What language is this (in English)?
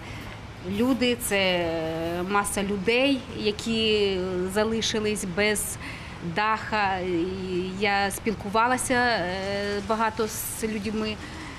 Ukrainian